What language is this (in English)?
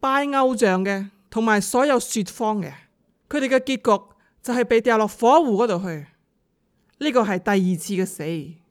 Cantonese